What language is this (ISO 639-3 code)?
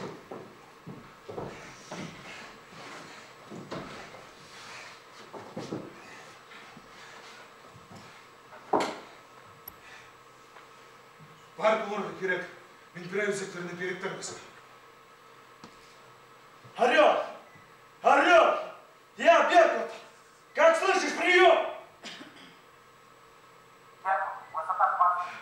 kaz